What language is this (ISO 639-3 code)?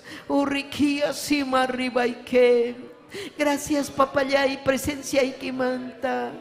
quy